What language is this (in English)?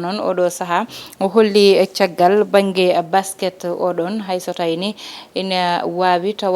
Fula